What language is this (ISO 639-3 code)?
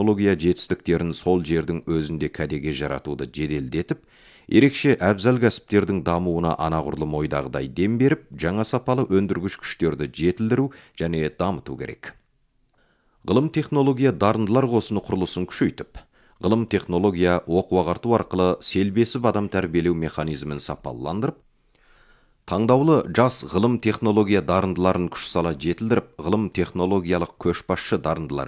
kaz